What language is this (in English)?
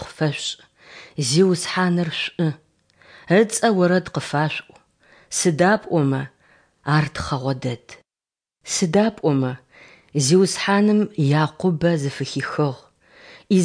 Adyghe